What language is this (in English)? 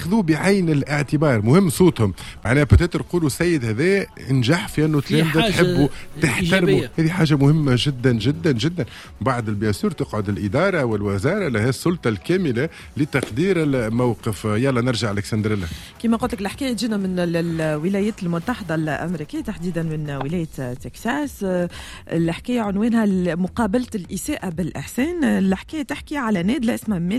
Tunisian Arabic